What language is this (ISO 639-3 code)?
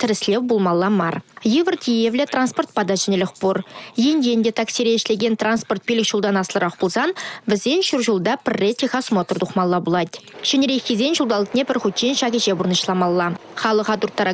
chv